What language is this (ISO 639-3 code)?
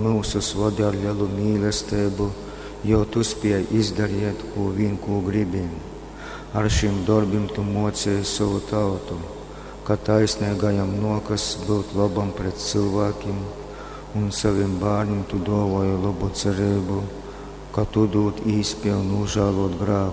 ltg